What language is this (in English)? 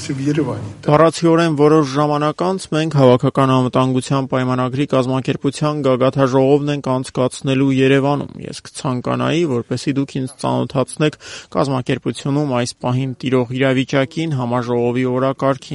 Armenian